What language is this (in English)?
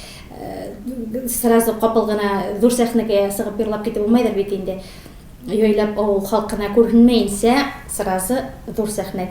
Tatar